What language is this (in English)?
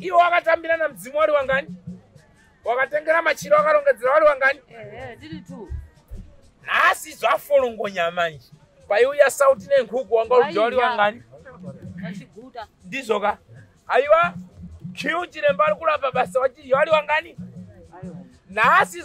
Shona